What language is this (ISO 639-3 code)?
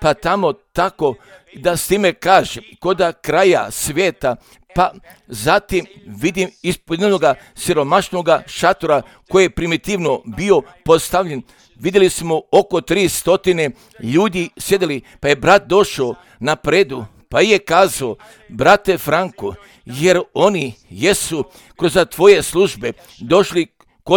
hrv